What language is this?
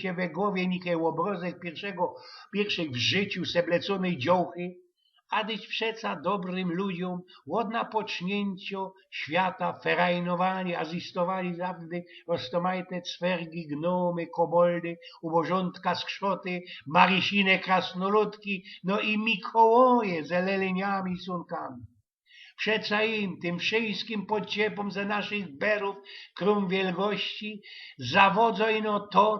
Silesian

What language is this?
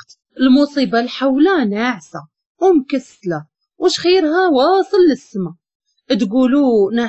Moroccan Arabic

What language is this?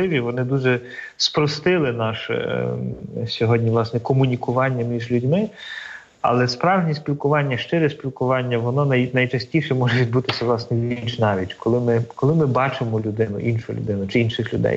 Ukrainian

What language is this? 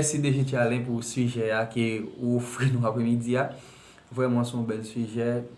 Haitian Creole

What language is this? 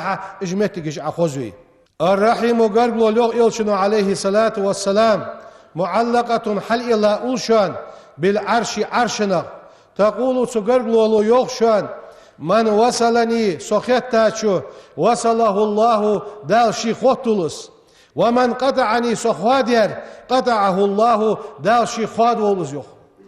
Ingush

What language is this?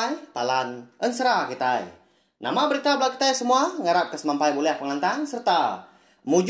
Iban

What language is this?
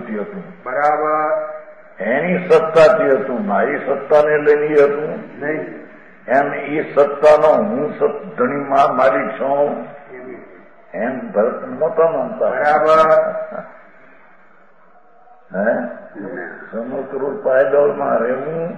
Gujarati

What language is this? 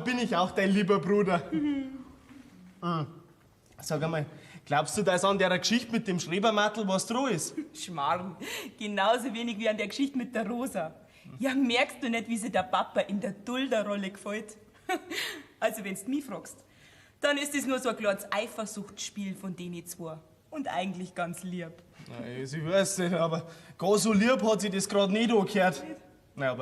Bavarian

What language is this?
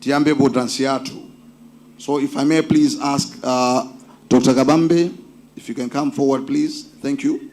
Nyanja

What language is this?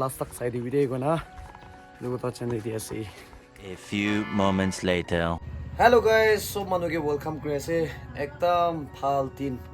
Naga Pidgin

